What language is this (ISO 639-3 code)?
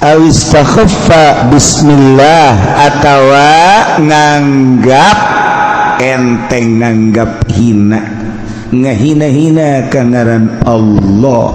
sun